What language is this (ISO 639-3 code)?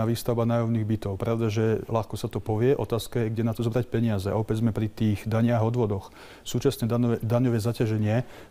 slk